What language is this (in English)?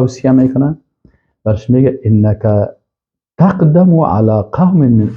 Persian